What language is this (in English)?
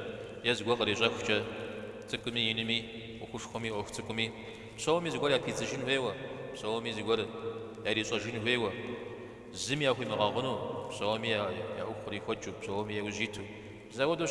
Kabardian